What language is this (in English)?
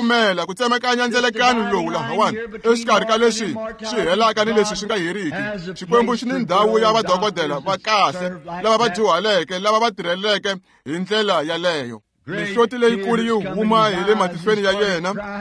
Tsonga